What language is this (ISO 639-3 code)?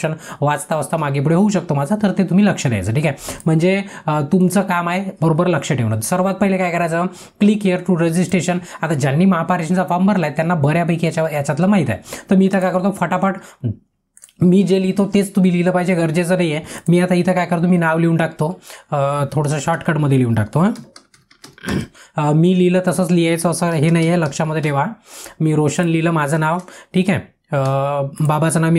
mar